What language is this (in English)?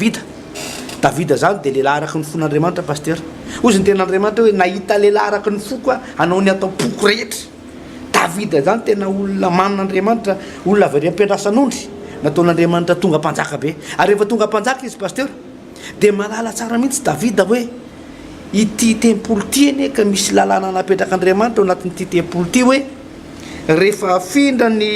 Malagasy